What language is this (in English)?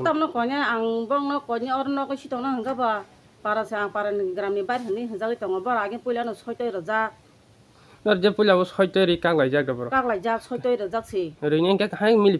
Kok Borok